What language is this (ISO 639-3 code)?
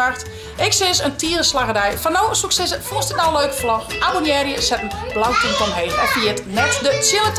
fry